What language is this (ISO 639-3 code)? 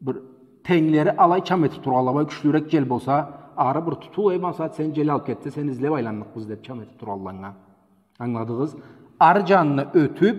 krc